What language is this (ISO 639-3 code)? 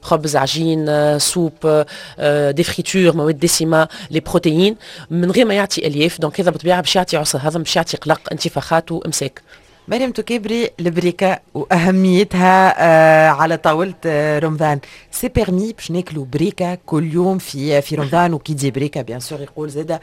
aeb